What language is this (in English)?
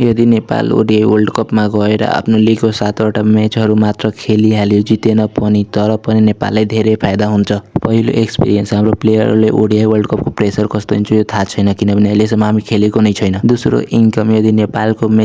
Nepali